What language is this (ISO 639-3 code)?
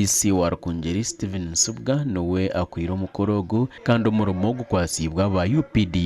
nyn